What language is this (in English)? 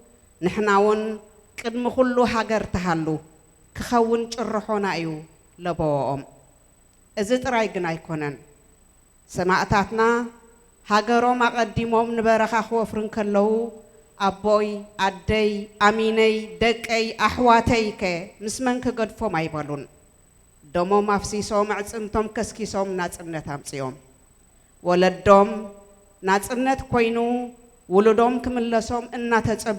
Tigrinya